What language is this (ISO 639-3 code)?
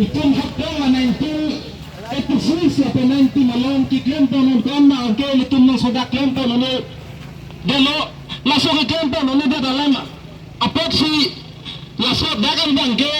mjw